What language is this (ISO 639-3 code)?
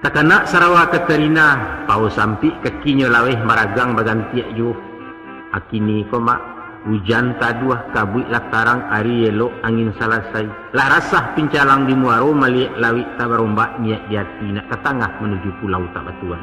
min